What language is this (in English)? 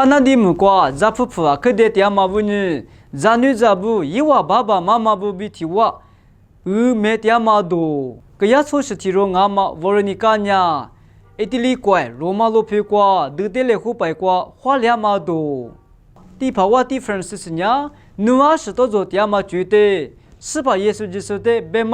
Lisu